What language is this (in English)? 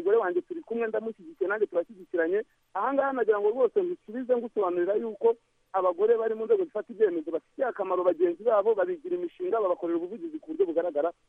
Kinyarwanda